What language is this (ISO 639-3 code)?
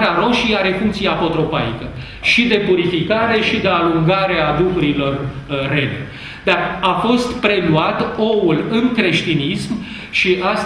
ron